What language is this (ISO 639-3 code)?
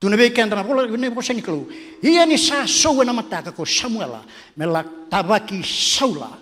fij